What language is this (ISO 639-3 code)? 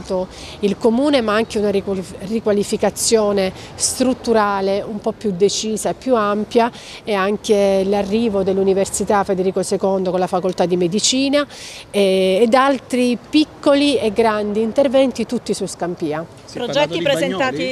ita